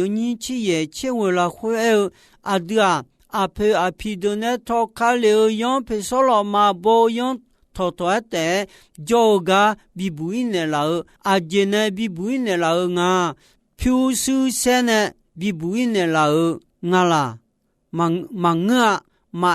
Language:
Akha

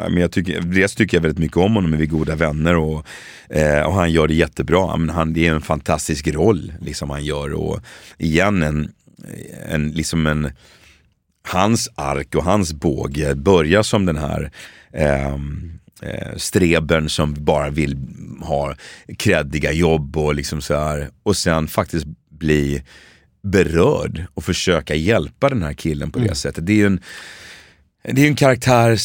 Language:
Swedish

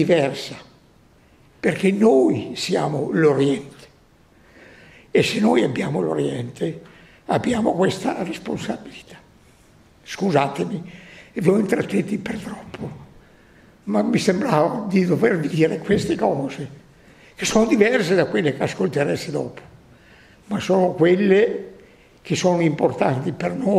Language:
Italian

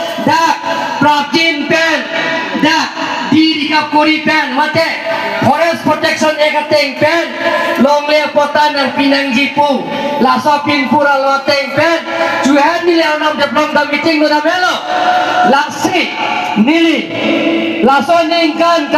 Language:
Karbi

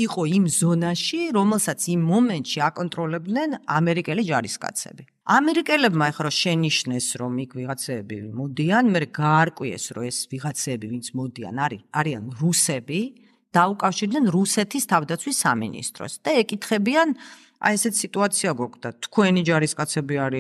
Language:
Georgian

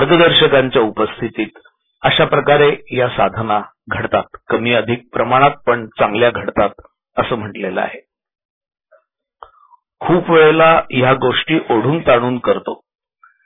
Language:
Marathi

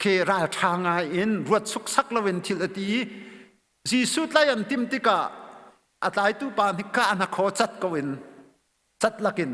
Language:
Hakha Chin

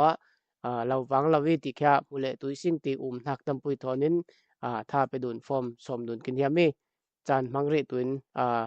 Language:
Falam Chin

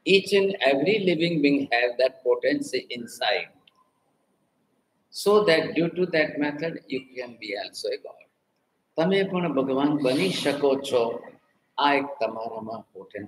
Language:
Gujarati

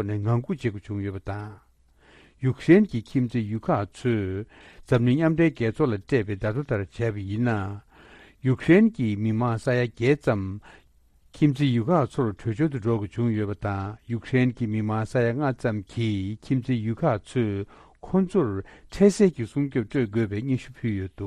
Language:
Tibetan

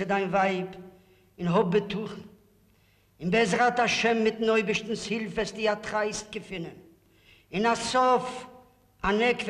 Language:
Yiddish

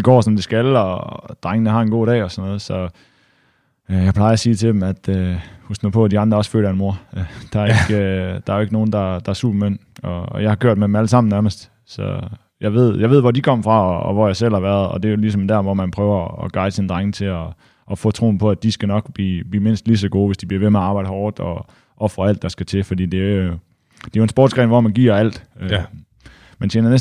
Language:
Danish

